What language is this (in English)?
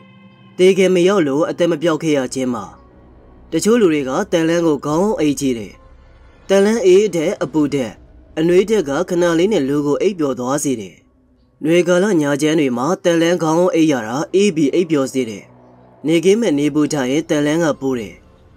Burmese